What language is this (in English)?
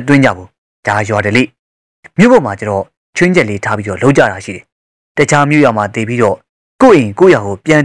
Burmese